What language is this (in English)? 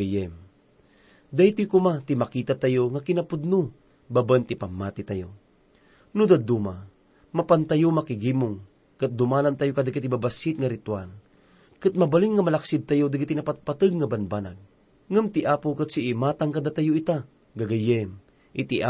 Iloko